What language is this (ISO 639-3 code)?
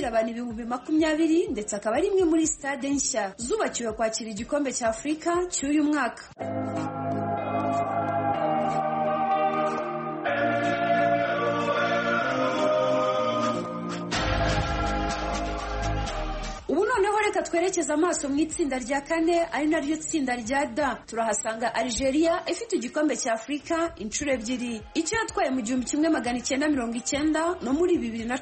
kin